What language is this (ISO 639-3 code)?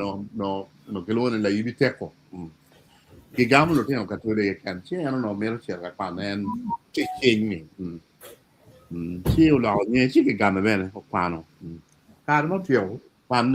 ach